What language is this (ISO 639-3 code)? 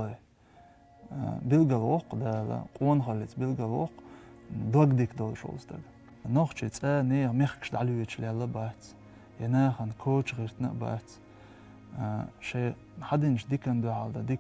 che